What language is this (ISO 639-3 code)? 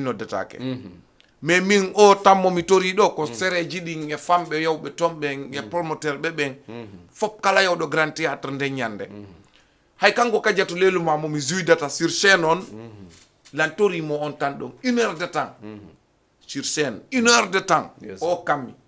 ful